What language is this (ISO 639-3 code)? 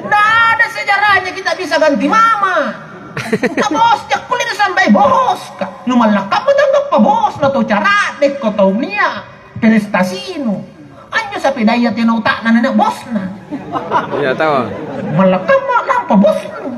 mak